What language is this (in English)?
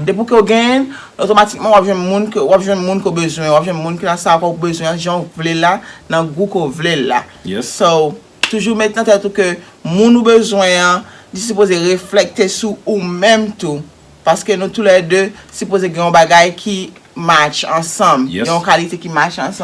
Haitian Creole